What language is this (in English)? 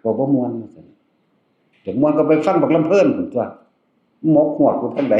Northeastern Thai